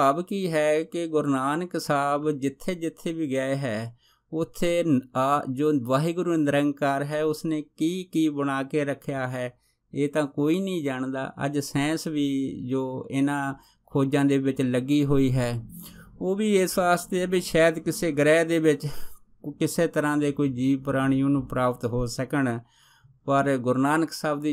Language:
Punjabi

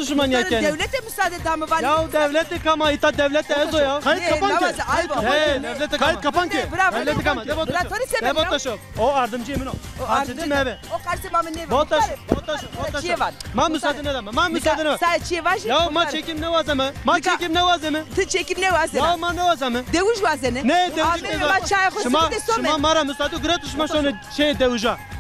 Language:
Zaza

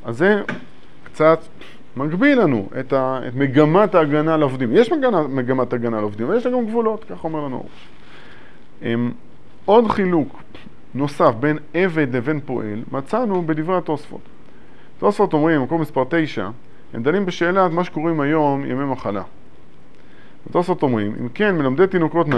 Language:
Hebrew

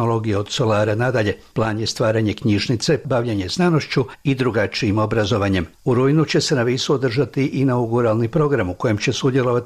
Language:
Croatian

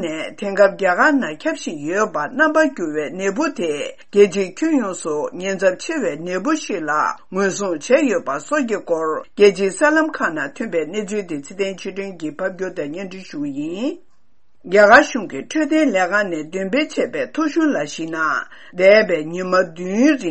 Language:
Tibetan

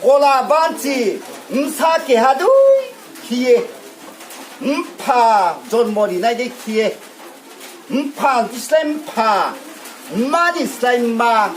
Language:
Riang (India)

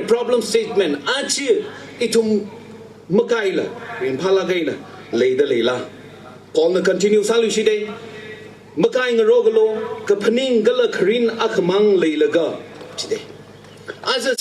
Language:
Tangkhul Naga (India)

